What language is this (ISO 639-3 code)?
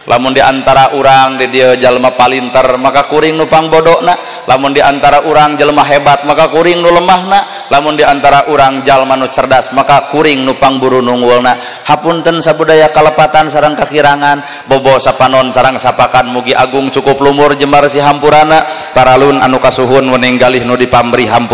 sun